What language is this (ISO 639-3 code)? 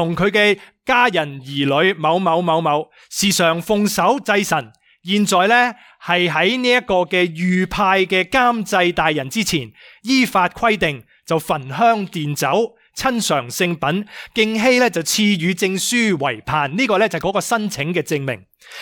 yue